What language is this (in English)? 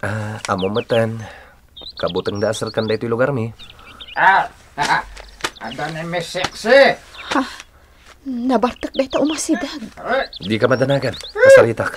Iloko